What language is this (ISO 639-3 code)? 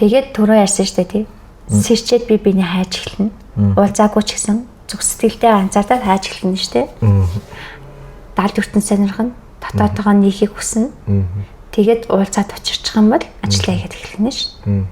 mon